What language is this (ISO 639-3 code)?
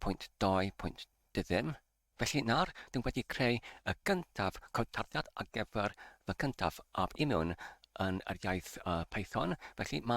cym